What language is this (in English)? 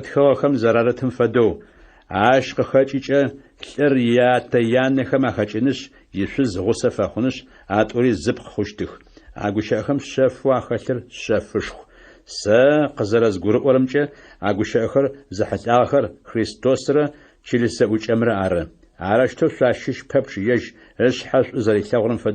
Adyghe